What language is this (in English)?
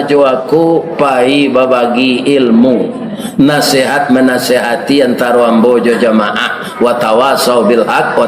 Minangkabau